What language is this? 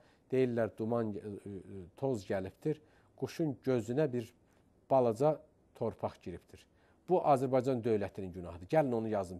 Azerbaijani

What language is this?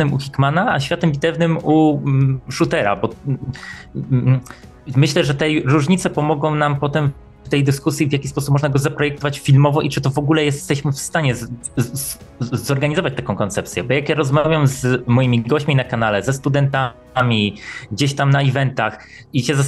Polish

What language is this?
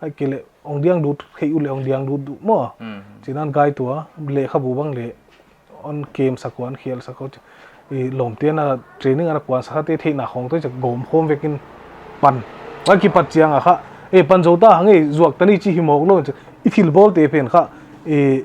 Paite Chin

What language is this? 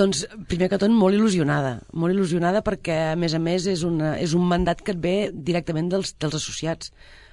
Catalan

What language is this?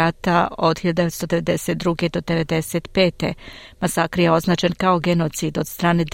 Serbian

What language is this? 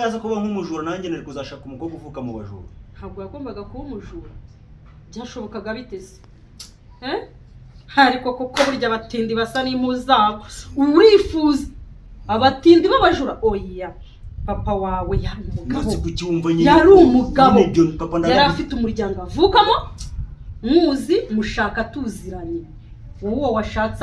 Kinyarwanda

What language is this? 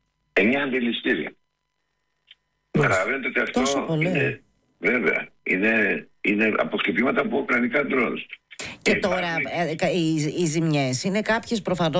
Greek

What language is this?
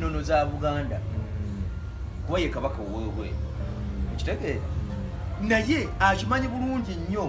Ganda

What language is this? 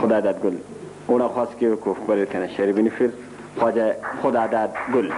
Brahui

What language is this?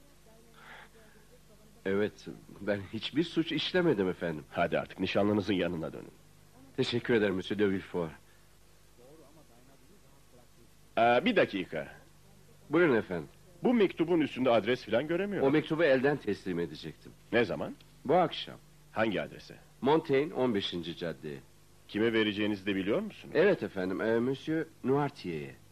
Turkish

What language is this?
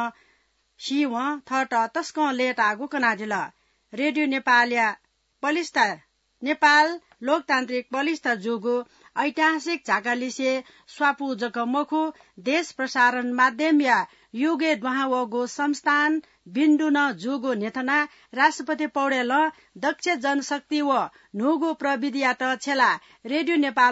Newari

